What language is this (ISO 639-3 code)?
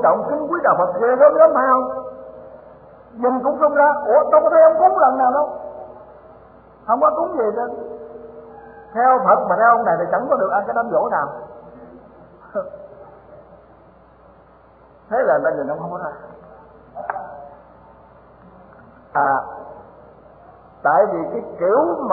vie